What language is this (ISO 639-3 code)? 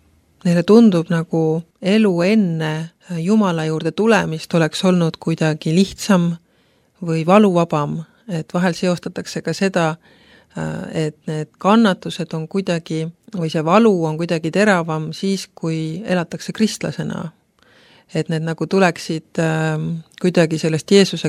est